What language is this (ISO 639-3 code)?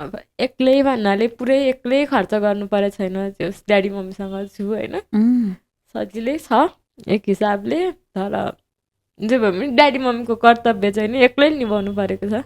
nep